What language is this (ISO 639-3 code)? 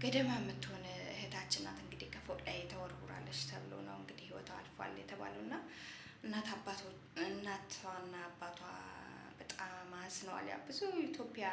amh